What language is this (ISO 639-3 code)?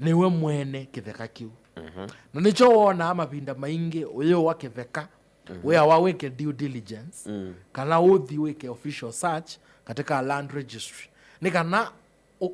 kam